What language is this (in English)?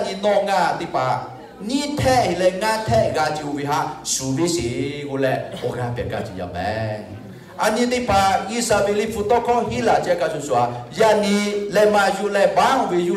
Lahu